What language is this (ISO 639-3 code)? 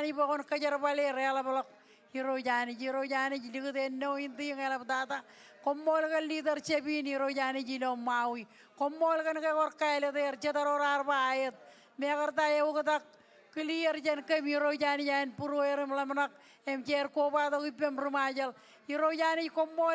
mah